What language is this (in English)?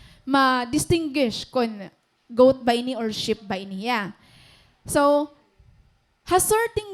Waray